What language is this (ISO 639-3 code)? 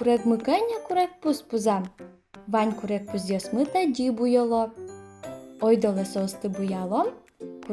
udm